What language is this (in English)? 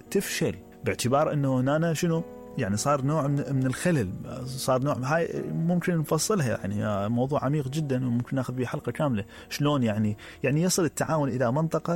Mesopotamian Arabic